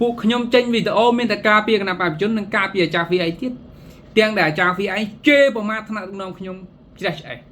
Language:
Khmer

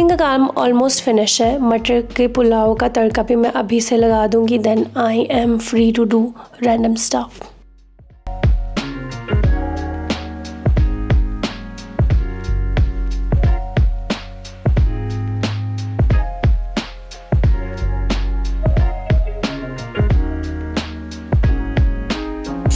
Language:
Hindi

